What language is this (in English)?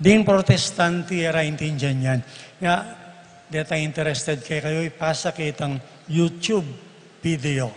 Pampanga